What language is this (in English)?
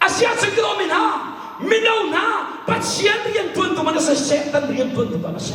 Hakha Chin